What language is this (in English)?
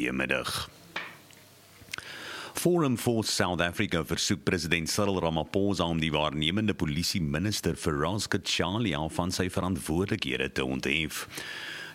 Afrikaans